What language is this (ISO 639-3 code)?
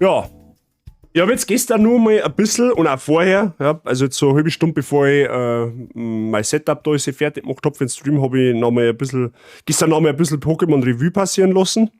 bar